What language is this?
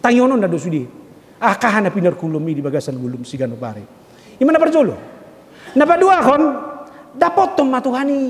Batak Toba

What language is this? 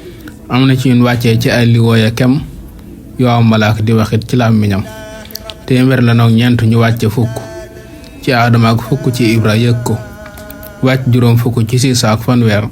Wolof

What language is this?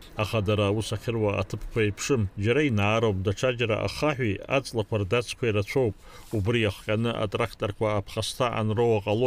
Abkhazian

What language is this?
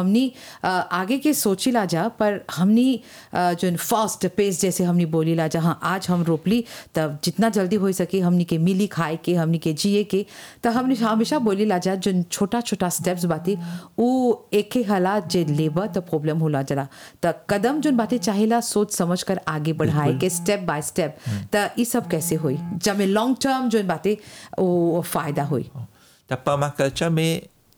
Bhojpuri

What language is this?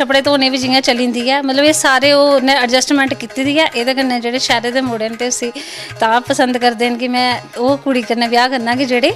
Dogri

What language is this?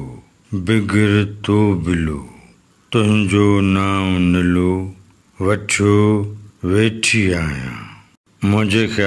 Sindhi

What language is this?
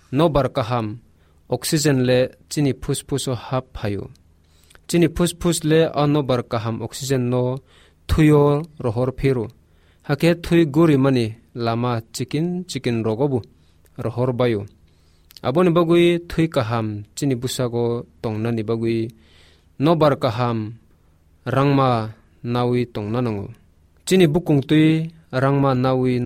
Kok Borok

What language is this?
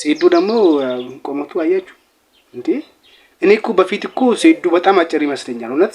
Amharic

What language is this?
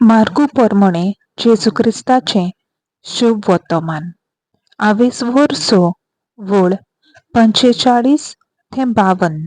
Konkani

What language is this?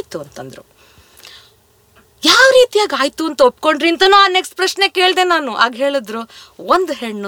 Kannada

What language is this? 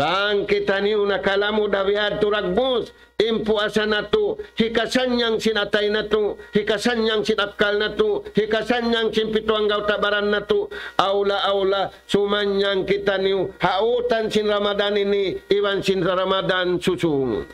Tausug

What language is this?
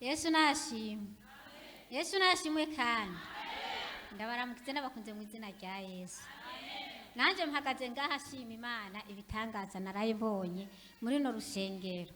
Rundi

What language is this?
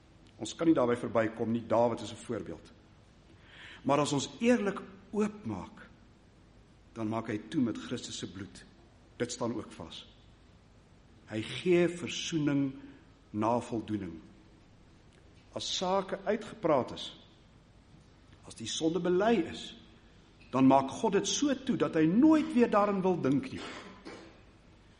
Afrikaans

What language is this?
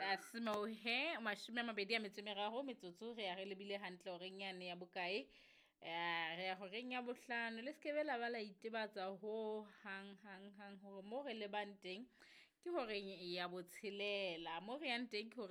Southern Sotho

